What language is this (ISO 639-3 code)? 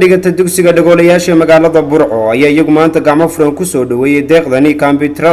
som